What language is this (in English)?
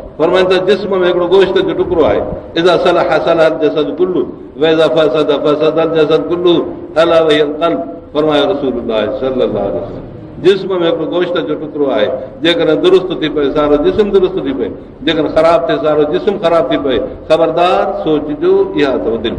Sindhi